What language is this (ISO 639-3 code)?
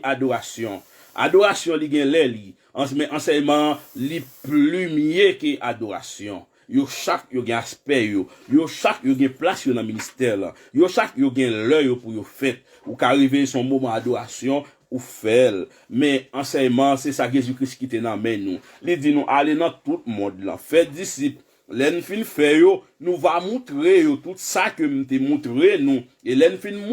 hat